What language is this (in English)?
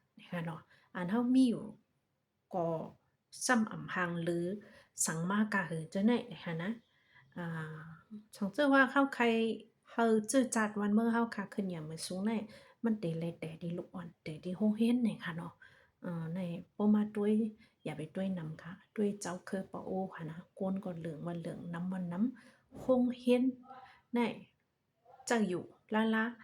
Shan